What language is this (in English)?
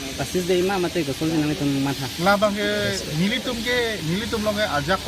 Karbi